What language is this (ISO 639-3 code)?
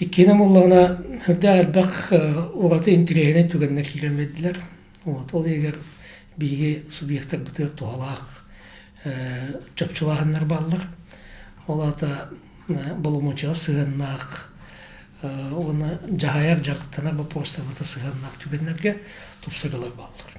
sah